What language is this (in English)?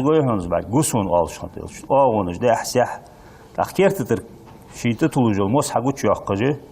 Ingush